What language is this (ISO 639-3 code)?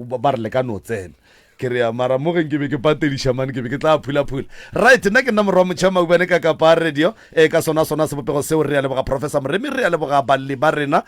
nso